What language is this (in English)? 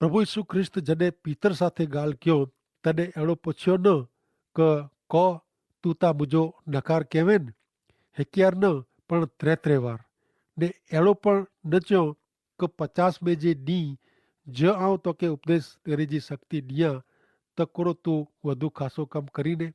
Kachhi